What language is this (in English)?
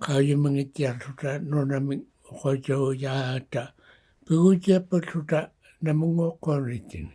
Inuktitut